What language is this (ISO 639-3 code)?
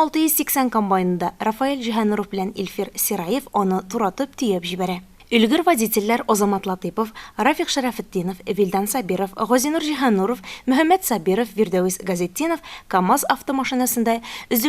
tat